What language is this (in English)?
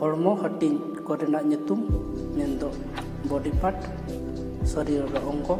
Santali